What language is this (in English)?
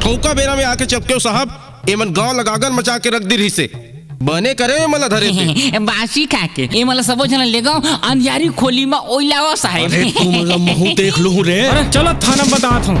Chhattisgarhi